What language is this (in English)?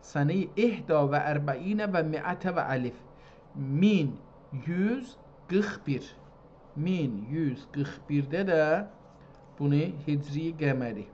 South Azerbaijani